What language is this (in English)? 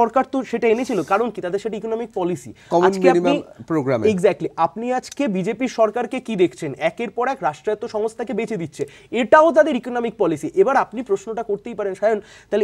Bangla